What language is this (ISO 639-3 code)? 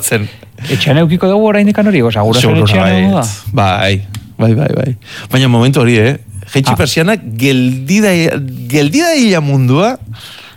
eus